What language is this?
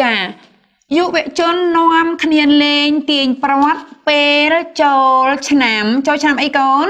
Khmer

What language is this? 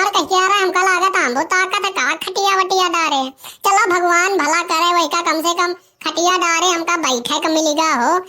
Awadhi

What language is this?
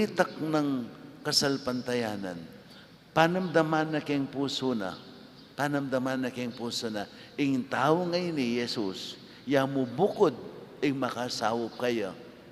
Pampanga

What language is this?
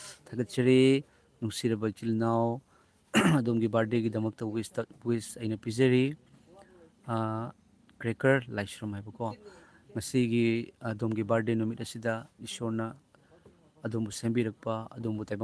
Manipuri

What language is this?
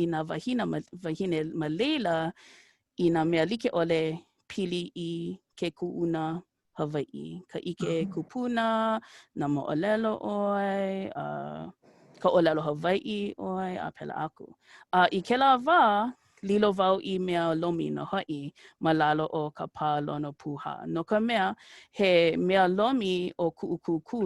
Hawaiian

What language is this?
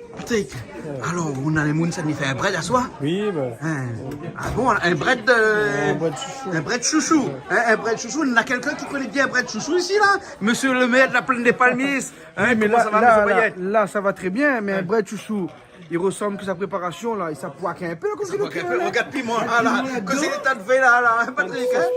Réunion Creole French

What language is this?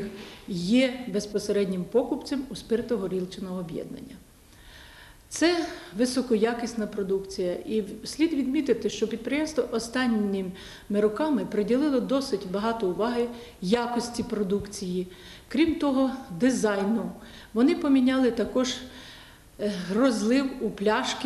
Ukrainian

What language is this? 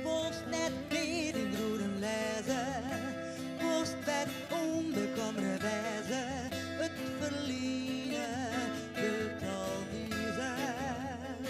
Western Frisian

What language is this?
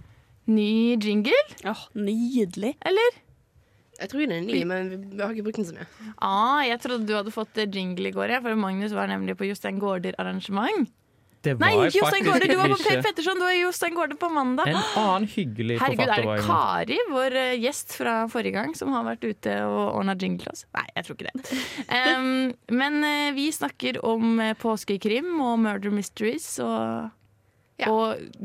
Norwegian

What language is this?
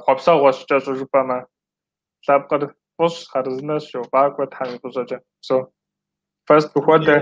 Kabardian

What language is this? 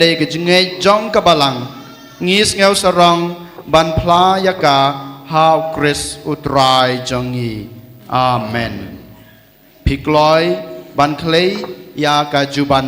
Khasi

